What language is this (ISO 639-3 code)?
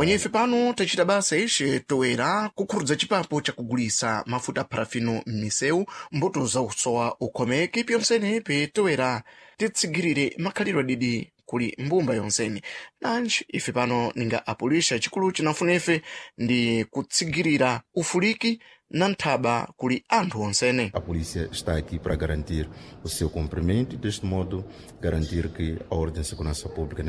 seh